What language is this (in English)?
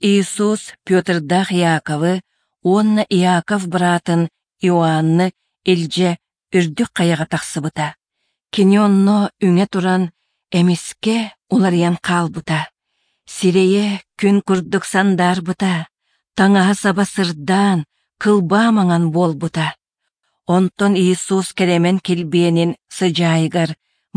Yakut